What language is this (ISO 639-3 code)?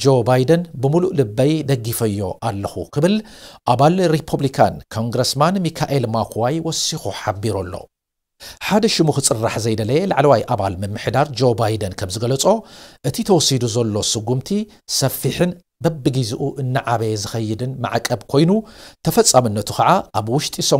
tir